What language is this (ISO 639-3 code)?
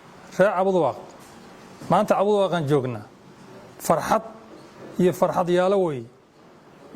som